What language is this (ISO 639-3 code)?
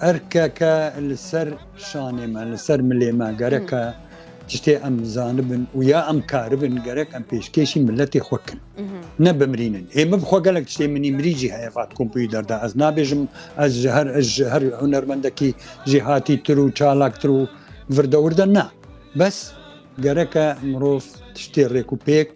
kur